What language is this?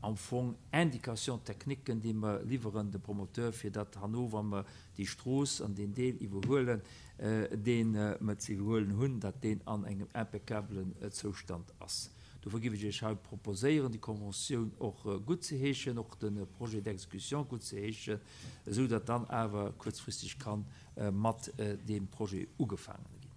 Luxembourgish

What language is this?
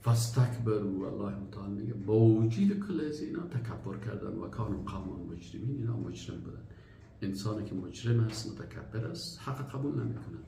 Persian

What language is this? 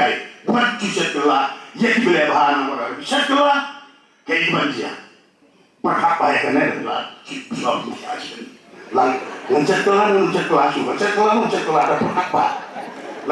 Khasi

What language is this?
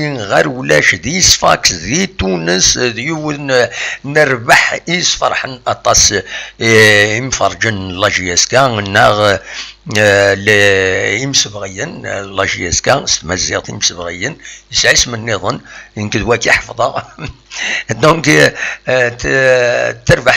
Kabyle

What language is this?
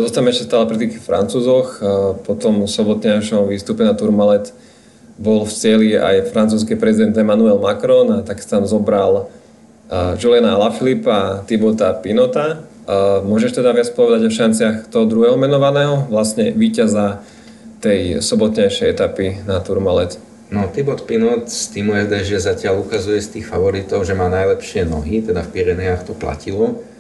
Slovak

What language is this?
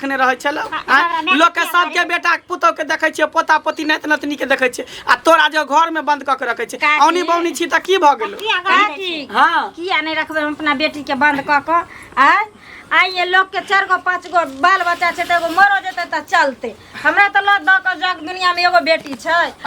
Maithili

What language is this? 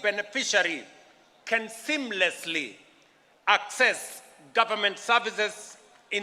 Meru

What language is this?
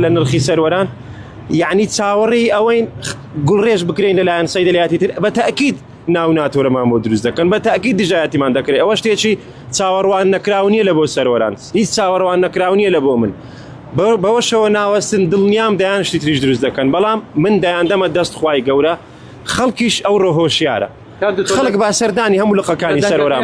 Central Kurdish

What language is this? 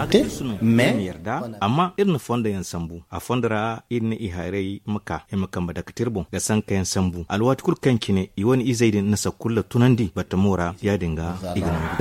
Zarma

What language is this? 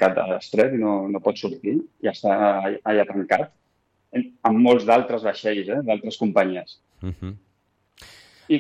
Catalan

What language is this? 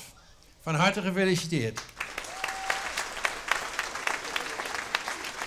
Dutch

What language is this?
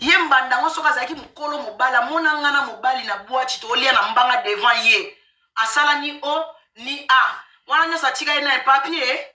Lingala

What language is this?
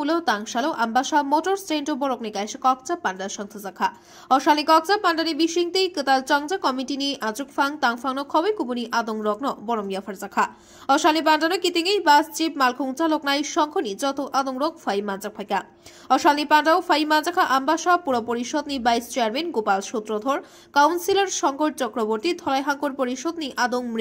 Kok Borok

